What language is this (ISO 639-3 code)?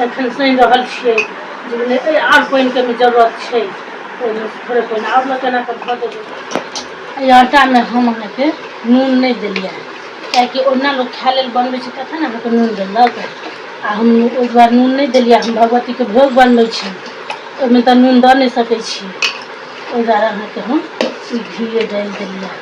mai